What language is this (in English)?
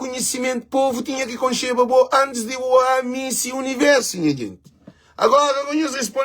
Kabuverdianu